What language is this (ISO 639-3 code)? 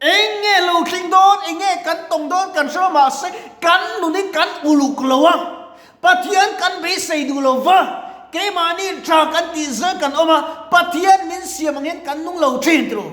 lus